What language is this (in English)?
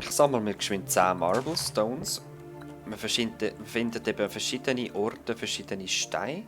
Swiss German